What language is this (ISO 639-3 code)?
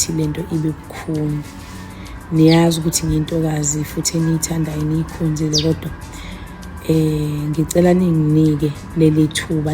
zul